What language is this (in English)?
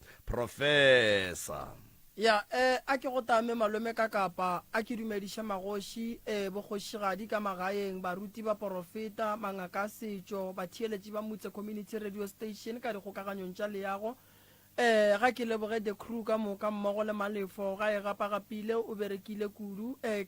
Northern Sotho